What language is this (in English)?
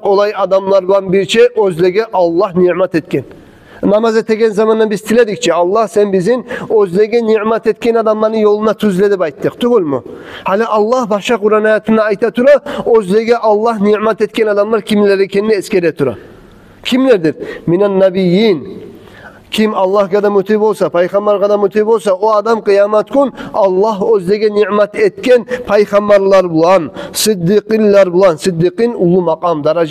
Kumyk